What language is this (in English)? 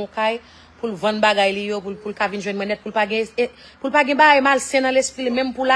Haitian Creole